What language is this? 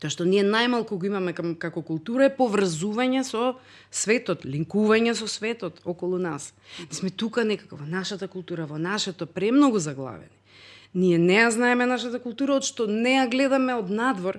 Macedonian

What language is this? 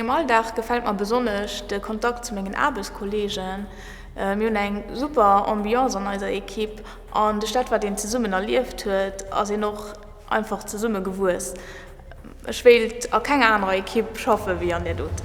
Luxembourgish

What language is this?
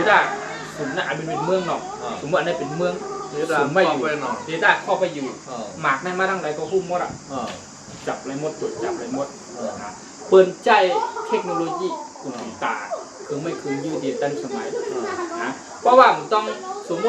Shan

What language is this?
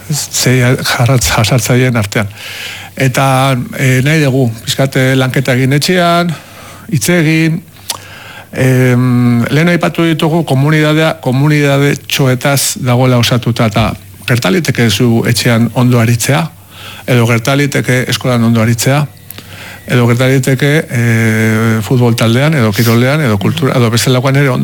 Basque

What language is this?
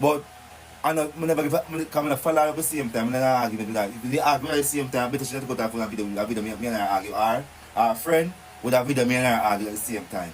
Jamaican Creole English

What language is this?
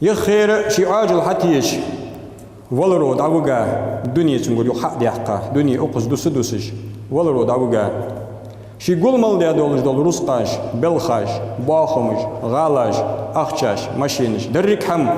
Ingush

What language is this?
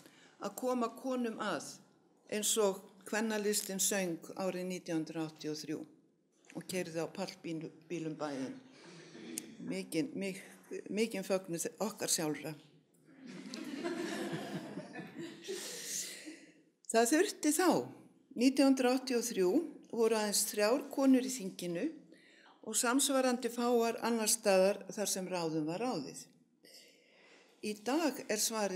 Icelandic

